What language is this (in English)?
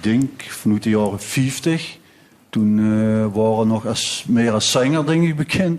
Limburgish